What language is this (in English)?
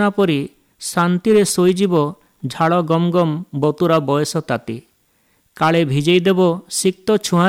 Odia